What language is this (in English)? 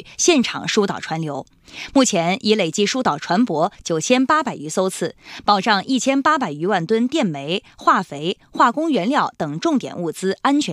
Chinese